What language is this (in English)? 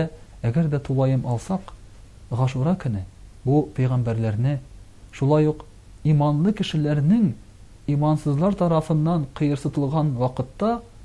Tatar